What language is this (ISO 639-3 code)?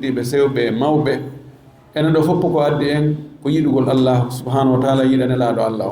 ful